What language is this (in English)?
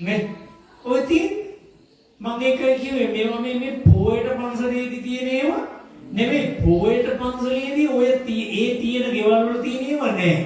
Sinhala